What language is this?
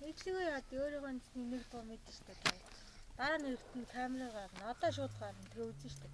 Tuvinian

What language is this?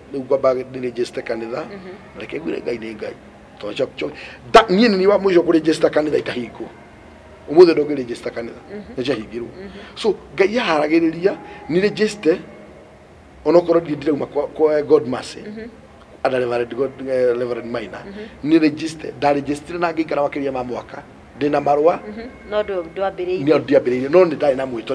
Kikuyu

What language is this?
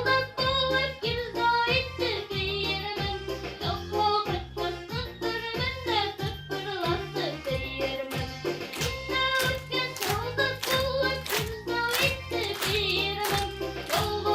Bashkir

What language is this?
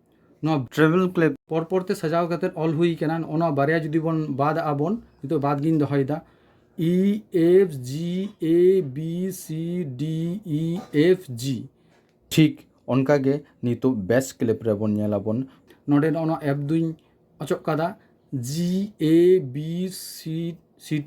Santali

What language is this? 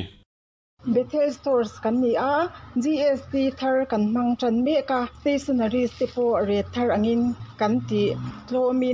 Mizo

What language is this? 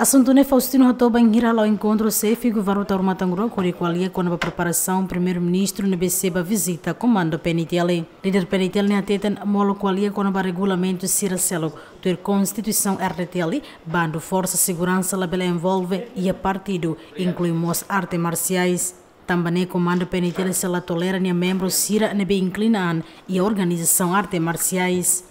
Tetum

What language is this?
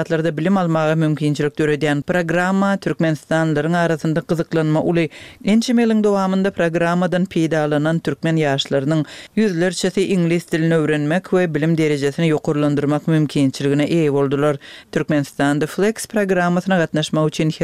Turkmen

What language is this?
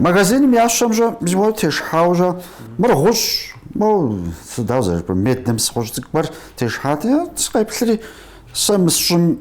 Kabardian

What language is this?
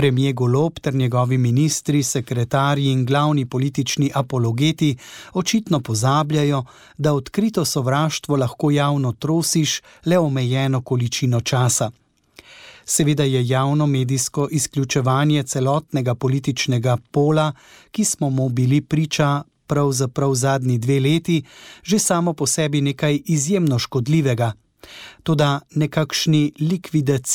Slovenian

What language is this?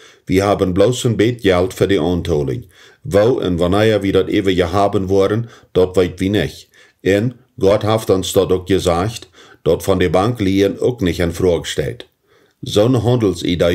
Plautdietsch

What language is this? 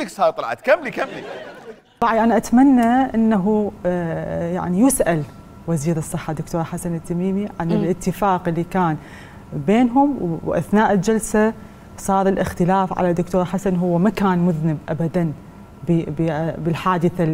Mesopotamian Arabic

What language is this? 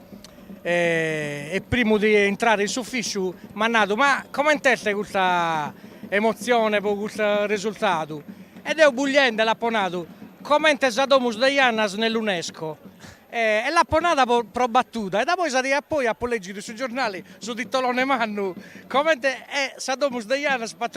Sardinian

